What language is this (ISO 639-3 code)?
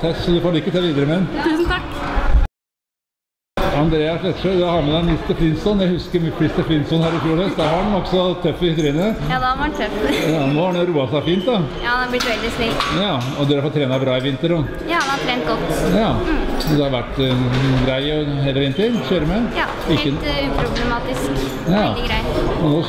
nor